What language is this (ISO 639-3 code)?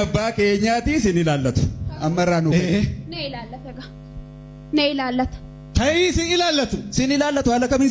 orm